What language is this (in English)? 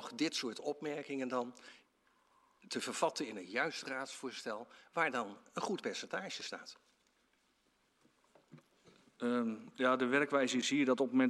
Dutch